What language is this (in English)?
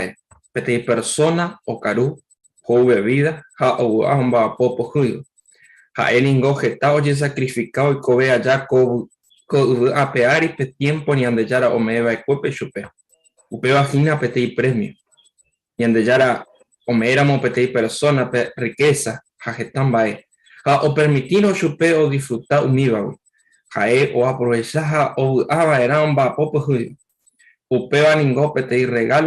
Guarani